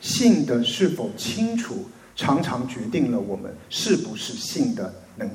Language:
Chinese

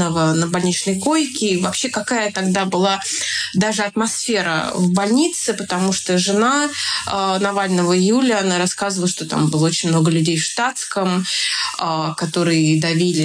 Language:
Russian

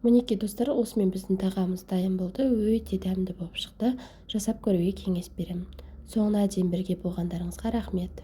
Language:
Kazakh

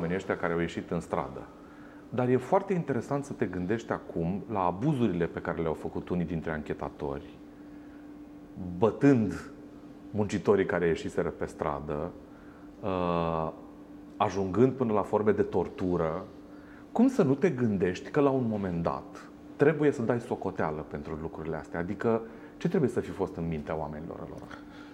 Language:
Romanian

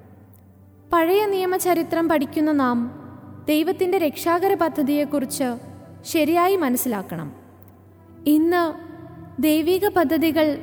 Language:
Malayalam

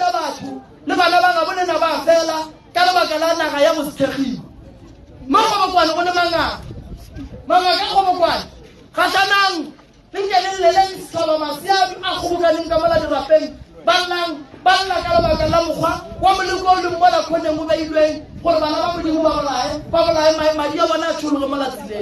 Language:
Northern Sotho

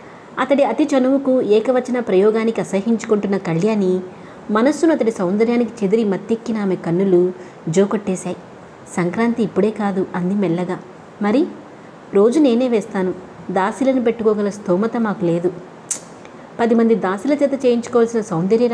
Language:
Telugu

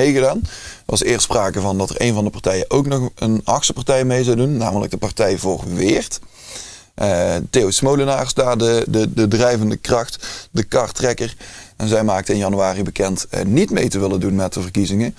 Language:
Dutch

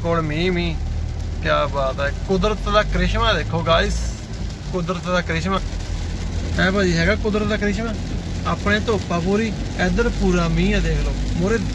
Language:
Punjabi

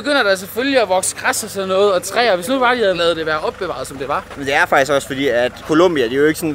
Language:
Danish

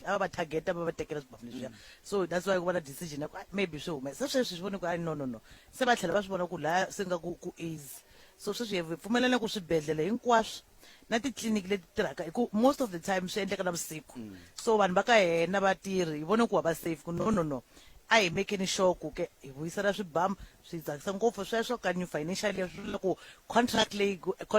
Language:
Tsonga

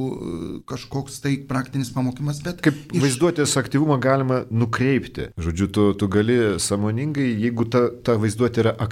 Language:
Lithuanian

